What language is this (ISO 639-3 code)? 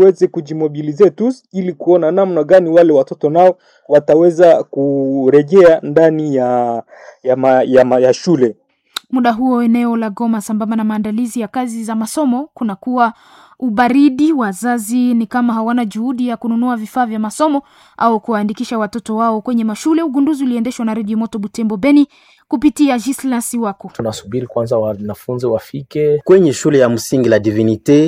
swa